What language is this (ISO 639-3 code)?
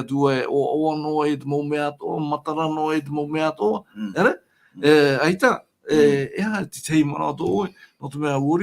tah